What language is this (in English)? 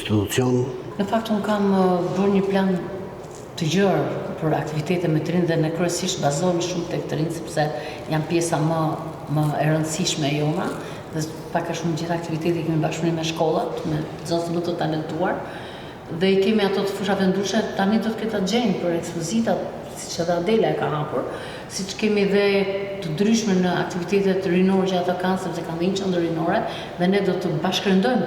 Albanian